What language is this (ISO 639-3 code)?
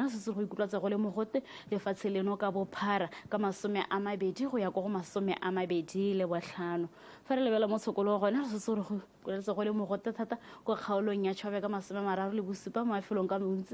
tsn